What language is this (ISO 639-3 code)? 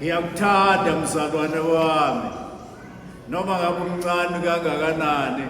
zul